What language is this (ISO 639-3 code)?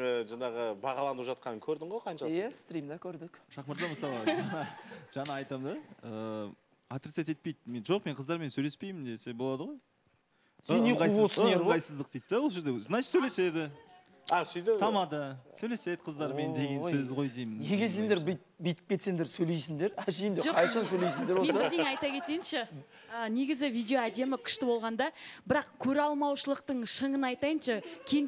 kaz